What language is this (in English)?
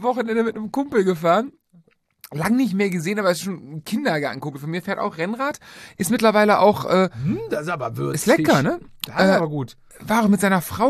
German